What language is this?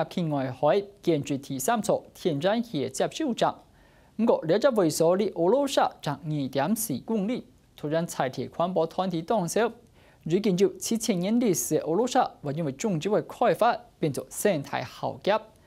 Hakka Chinese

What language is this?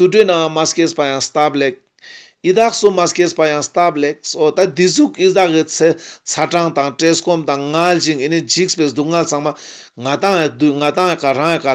Ladakhi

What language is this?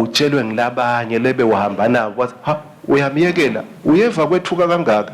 Swati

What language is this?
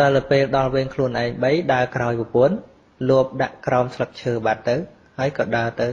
Khmer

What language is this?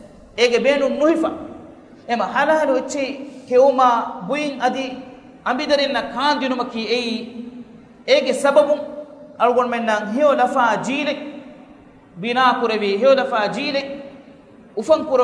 Divehi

